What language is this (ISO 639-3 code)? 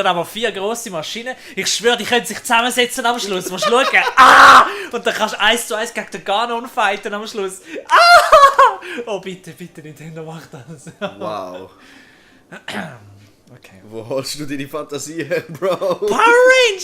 gsw